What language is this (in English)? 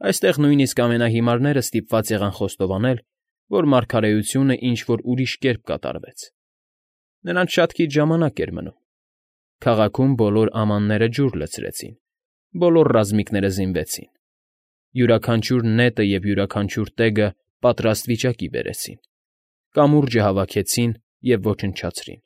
Armenian